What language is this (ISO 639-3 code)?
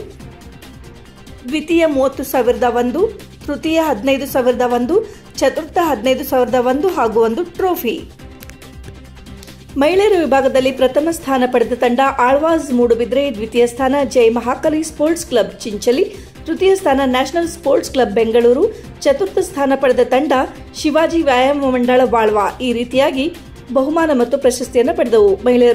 kan